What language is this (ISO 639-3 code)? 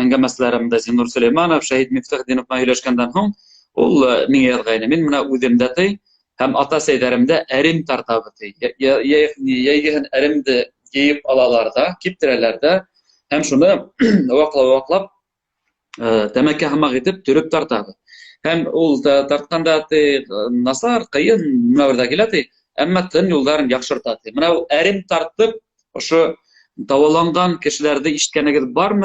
bak